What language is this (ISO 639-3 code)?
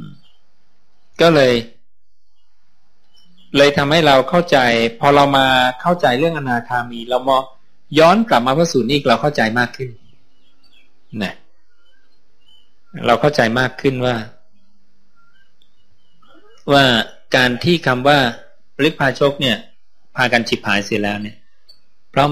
tha